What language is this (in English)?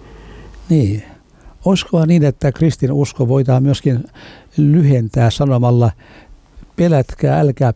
Finnish